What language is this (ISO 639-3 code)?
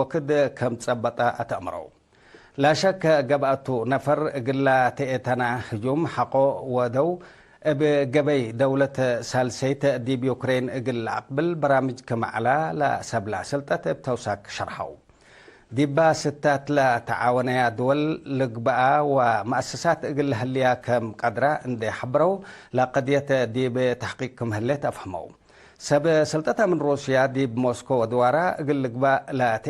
tig